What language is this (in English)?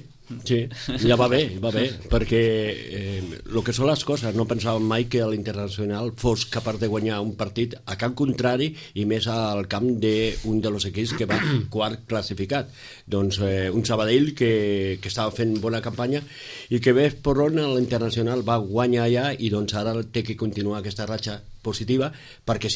Catalan